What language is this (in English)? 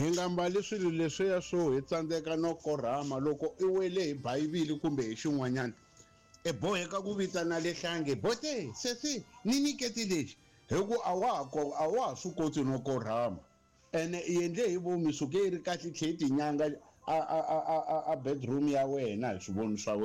Tsonga